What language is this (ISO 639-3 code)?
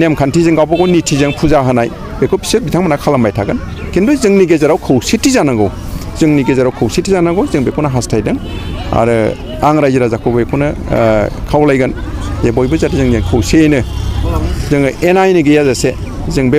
brx